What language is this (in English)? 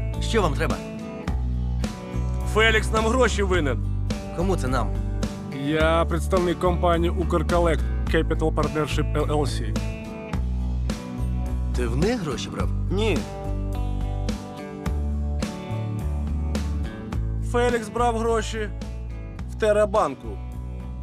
Ukrainian